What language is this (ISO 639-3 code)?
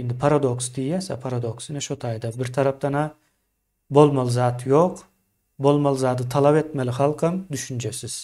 tuk